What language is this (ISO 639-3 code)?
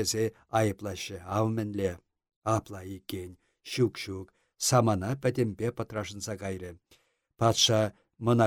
chv